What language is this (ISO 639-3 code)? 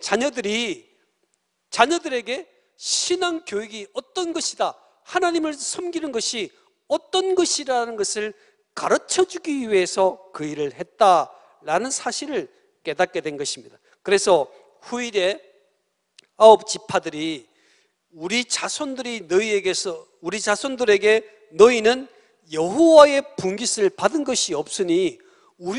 kor